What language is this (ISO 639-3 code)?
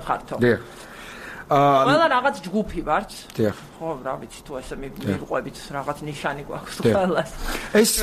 kat